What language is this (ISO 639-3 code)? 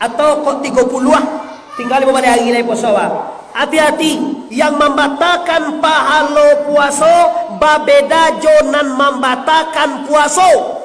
min